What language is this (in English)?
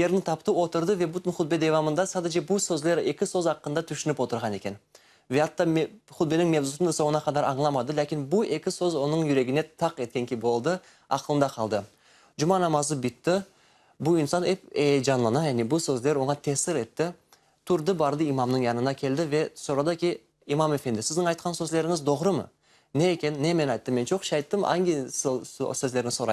Crimean Tatar